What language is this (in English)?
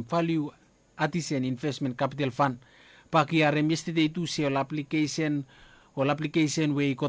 Bislama